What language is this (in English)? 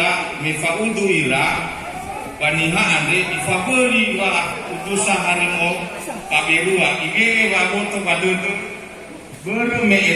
Nias